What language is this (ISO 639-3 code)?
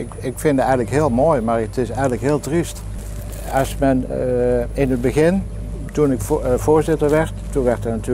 nld